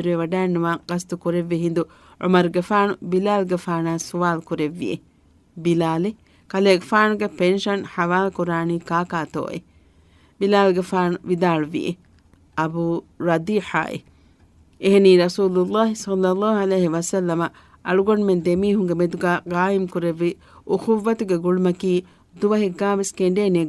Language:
Divehi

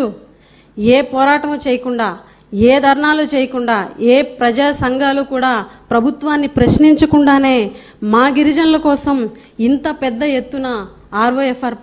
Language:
Telugu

